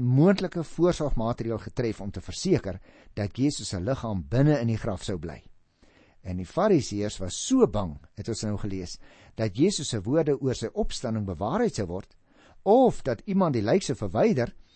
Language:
Afrikaans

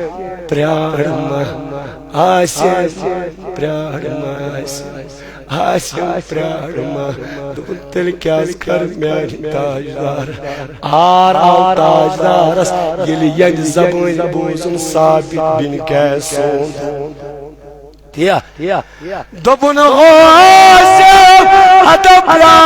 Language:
Kashmiri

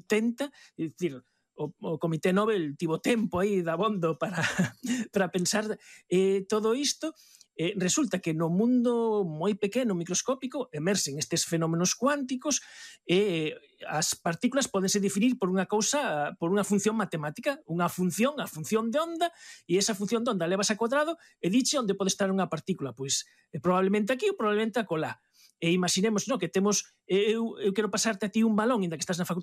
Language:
Galician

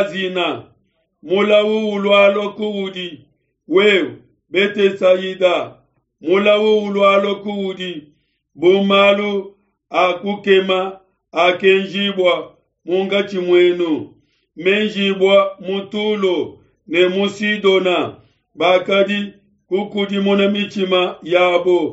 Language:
Luba-Lulua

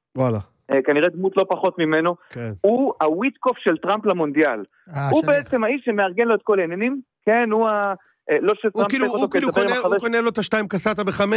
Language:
Hebrew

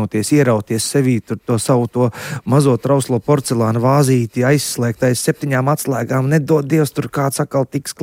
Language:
Latvian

